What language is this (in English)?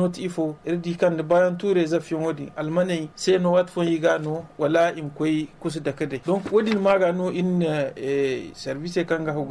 Zarma